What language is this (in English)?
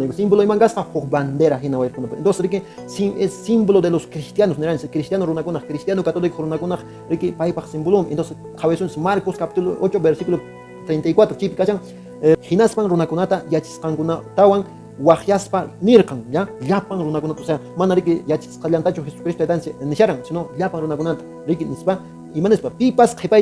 Quechua